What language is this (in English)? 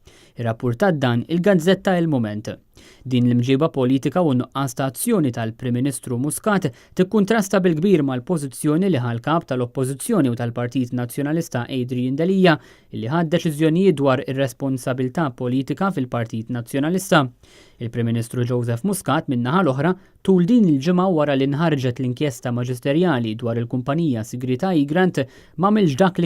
Maltese